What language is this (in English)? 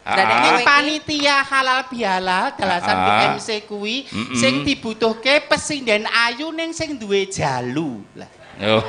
Javanese